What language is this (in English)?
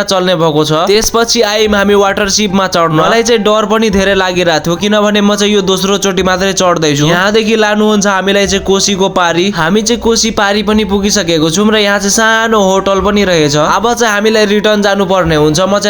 Nepali